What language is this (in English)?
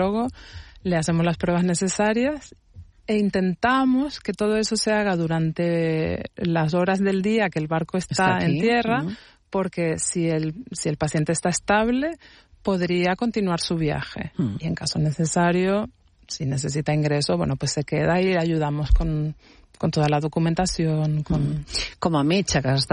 Catalan